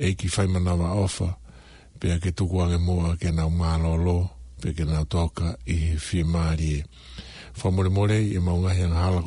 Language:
Tongan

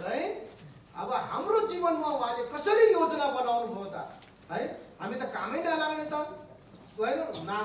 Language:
Nepali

